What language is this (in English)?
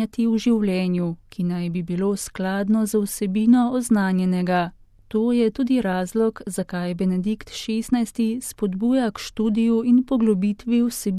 Slovenian